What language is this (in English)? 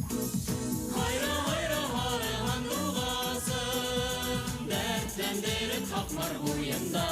Bashkir